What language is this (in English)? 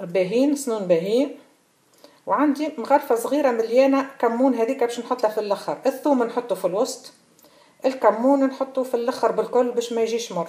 Tunisian Arabic